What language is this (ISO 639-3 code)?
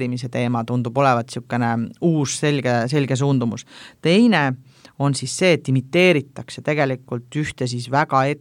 est